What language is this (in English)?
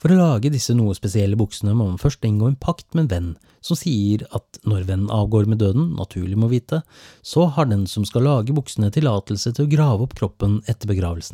Norwegian